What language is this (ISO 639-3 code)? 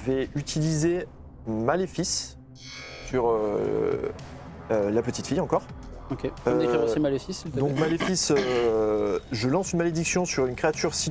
fra